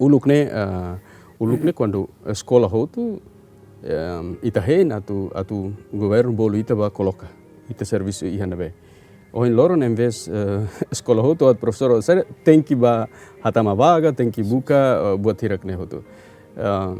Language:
Tetum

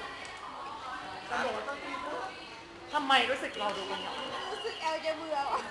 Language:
Thai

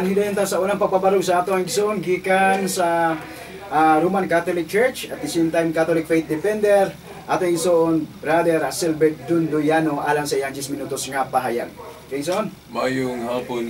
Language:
Cebuano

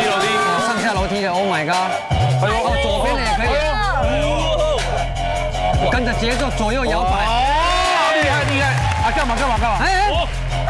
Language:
Chinese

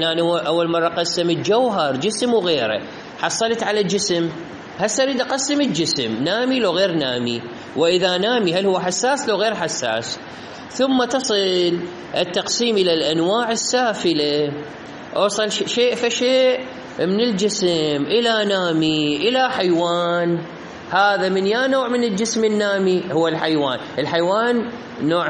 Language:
Mesopotamian Arabic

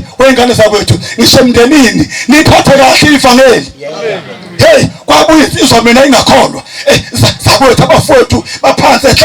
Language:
Zulu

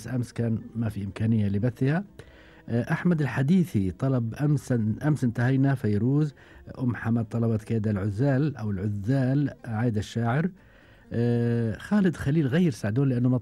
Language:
Gulf Arabic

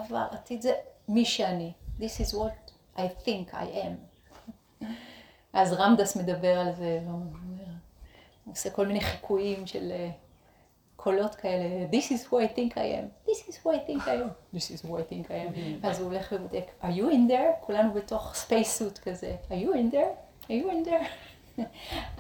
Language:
Hebrew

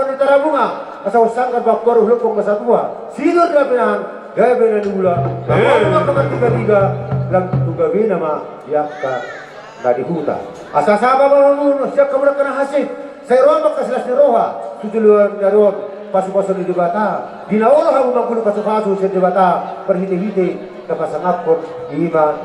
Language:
Batak Toba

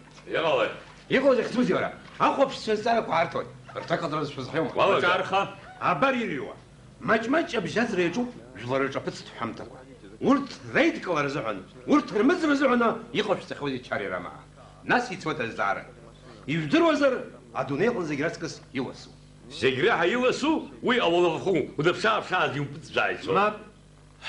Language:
Abkhazian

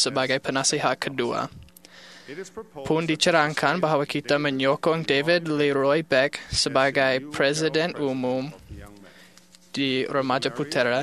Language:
Malay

